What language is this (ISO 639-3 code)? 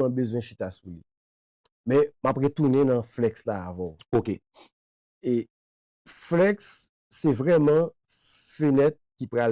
hat